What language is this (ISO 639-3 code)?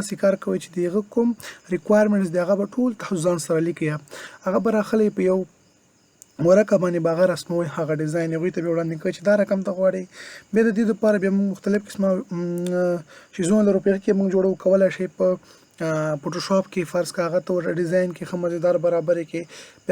pus